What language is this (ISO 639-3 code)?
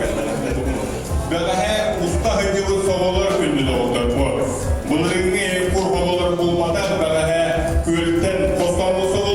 sah